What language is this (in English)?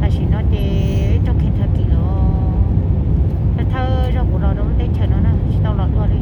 Hmong